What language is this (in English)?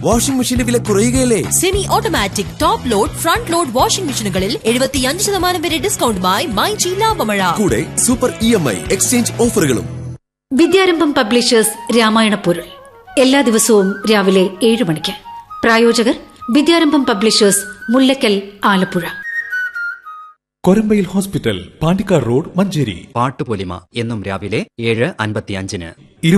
Malayalam